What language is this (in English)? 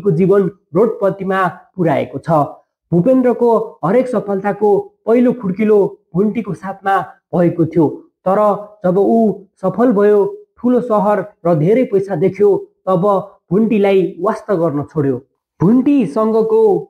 Nepali